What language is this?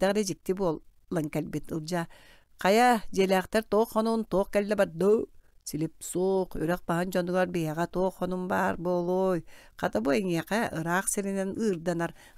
Yakut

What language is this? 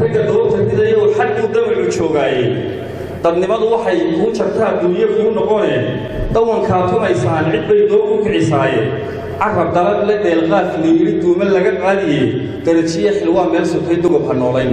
Somali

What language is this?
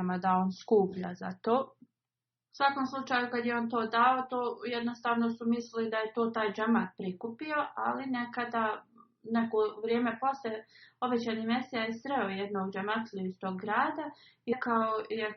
Bosnian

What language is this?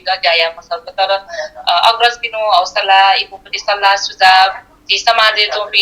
Newari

